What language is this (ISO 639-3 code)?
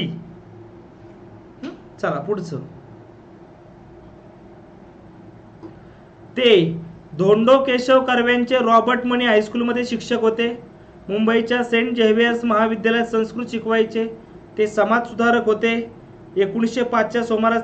mar